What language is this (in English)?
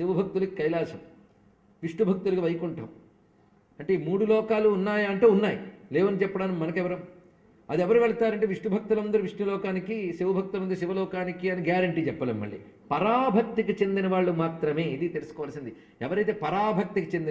Telugu